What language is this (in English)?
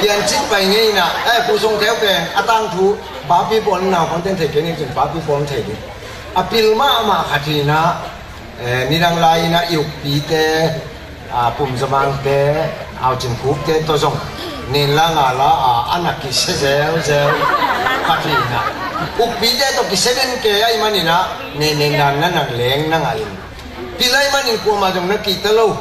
Tedim Chin